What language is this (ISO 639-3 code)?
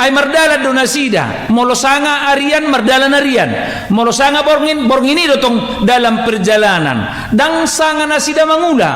bbc